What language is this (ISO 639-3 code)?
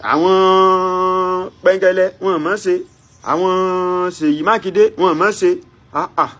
yor